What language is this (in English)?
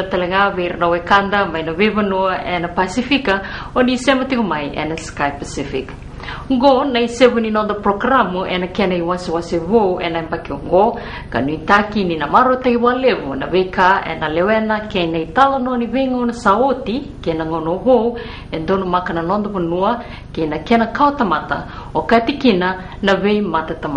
Fijian